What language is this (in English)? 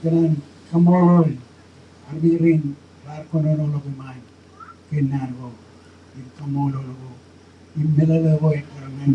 Marshallese